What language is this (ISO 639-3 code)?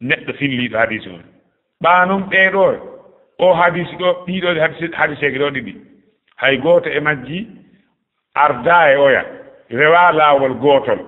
ful